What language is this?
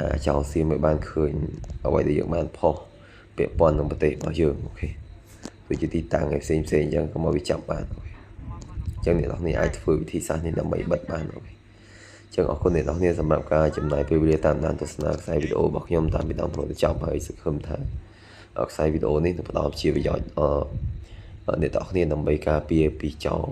Khmer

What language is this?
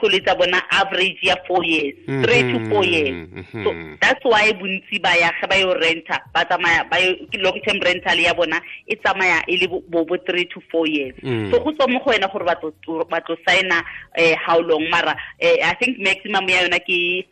Tswana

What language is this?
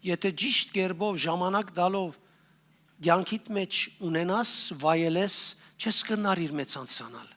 Western Armenian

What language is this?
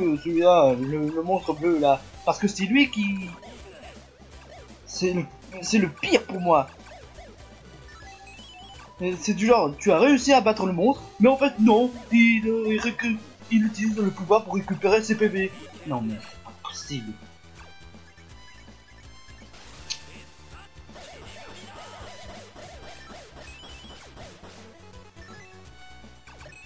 French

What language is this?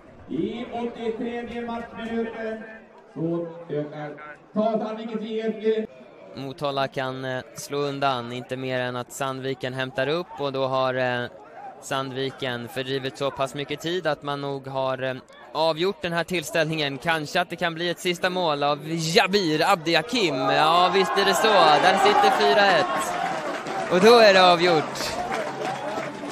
Swedish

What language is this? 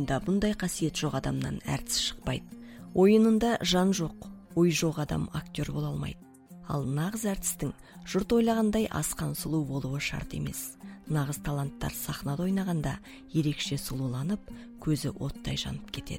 Kazakh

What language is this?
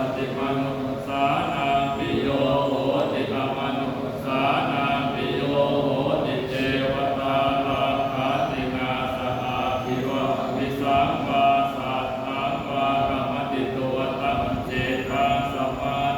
Pali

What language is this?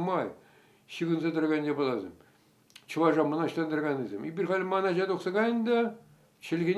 Chuvash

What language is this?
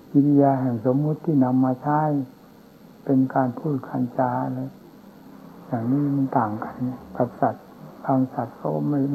Thai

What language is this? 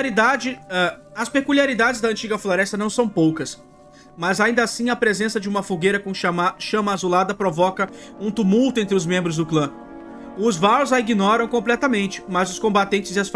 Portuguese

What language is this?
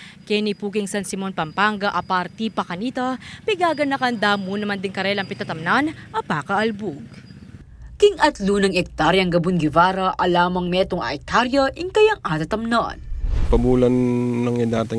Pampanga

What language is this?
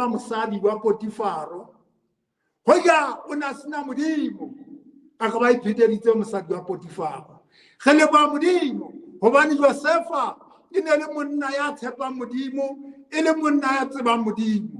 Southern Sotho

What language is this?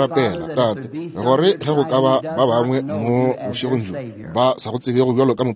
Northern Sotho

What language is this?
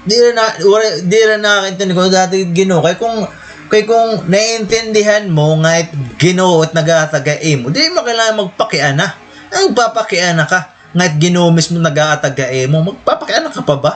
Waray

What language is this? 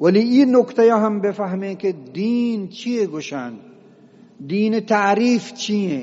Eastern Balochi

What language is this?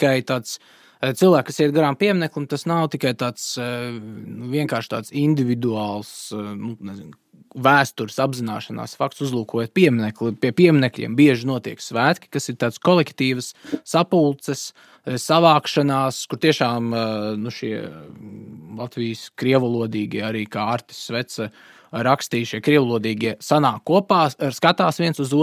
Latvian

